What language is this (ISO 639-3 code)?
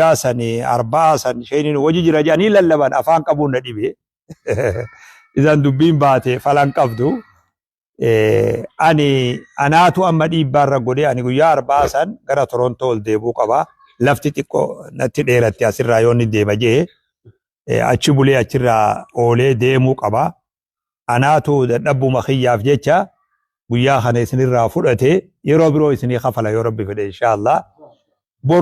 orm